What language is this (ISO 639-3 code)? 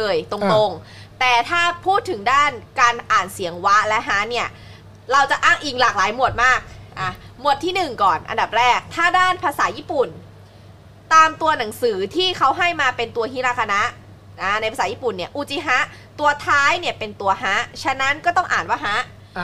tha